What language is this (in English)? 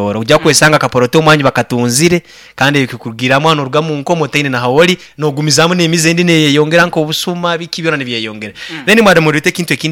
Nyankole